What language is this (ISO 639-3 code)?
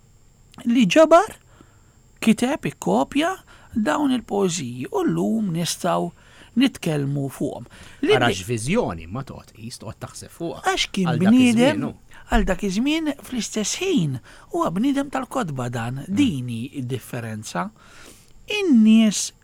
mlt